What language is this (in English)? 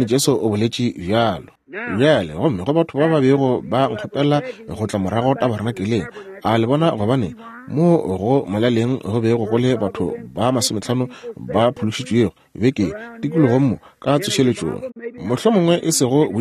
Northern Sotho